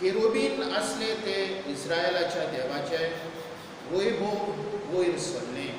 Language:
Konkani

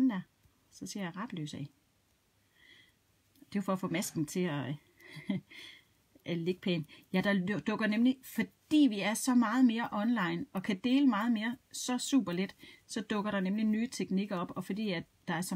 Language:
Danish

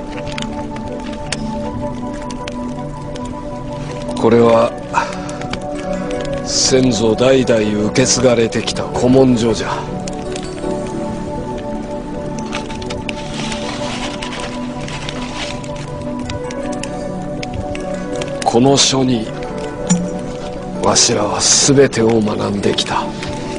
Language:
Japanese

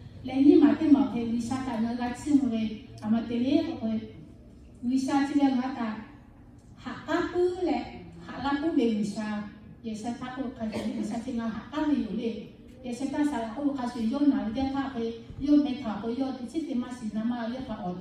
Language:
Lahu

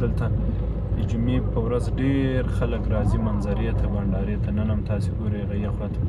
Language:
Pashto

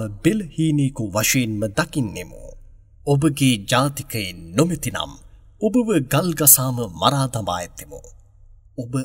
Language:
Sinhala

